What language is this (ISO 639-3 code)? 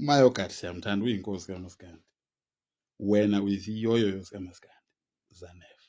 zul